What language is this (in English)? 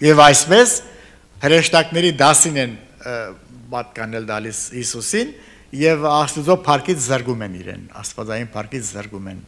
Armenian